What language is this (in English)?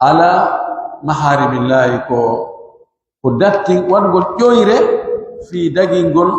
Pular